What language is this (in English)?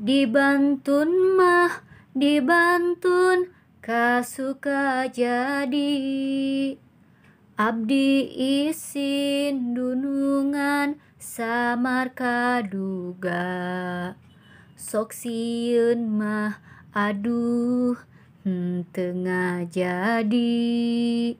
Sundanese